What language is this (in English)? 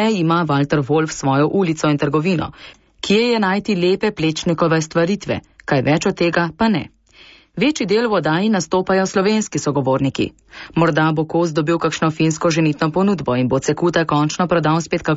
Slovenian